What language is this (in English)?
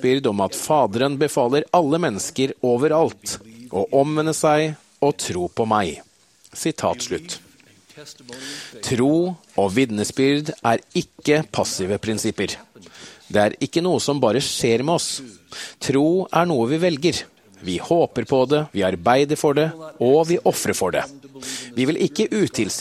Norwegian